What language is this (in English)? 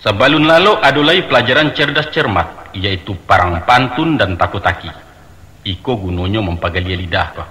Minangkabau